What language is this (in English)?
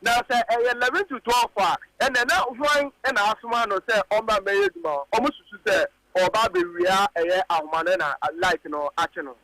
Akan